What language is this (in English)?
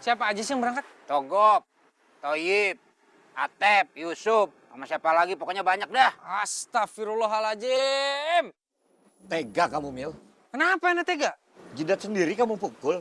Betawi